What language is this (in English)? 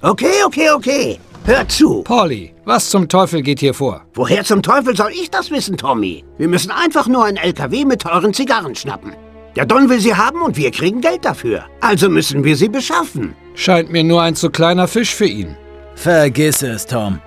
Bavarian